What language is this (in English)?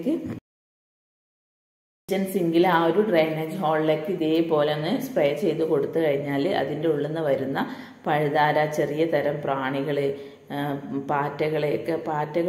Malayalam